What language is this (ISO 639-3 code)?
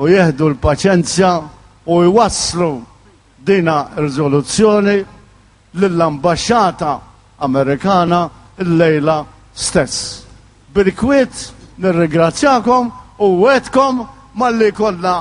mlt